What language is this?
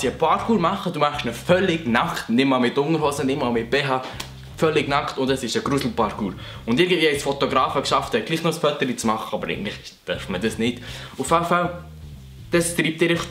Swiss German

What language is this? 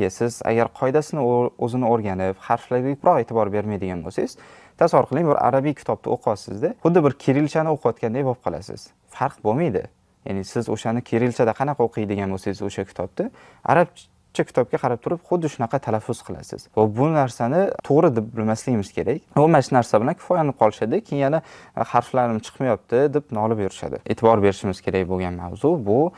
Uzbek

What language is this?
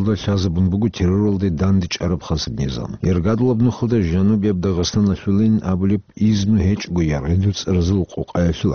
Avaric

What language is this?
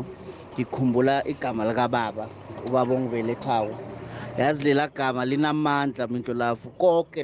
South Ndebele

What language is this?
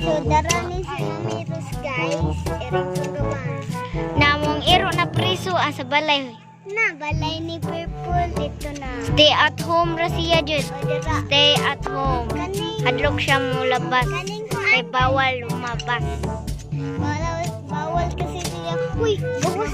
Cebuano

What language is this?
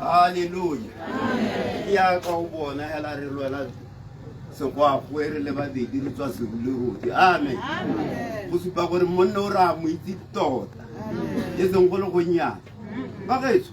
Tswana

